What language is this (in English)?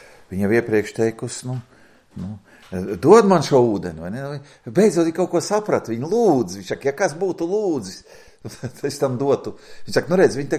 Latvian